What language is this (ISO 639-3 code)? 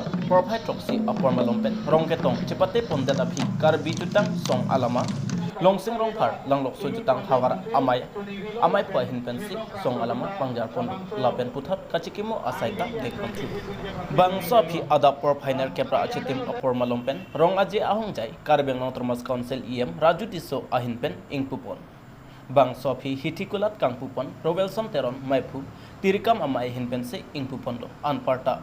mjw